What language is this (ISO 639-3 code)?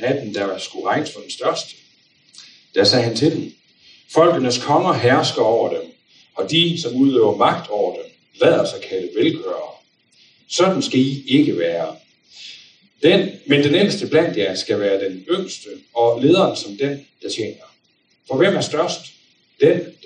dan